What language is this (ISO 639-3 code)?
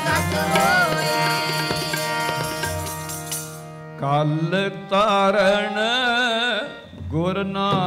pan